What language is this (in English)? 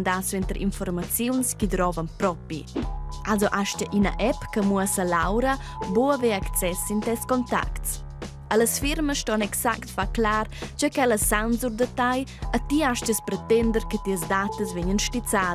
Romansh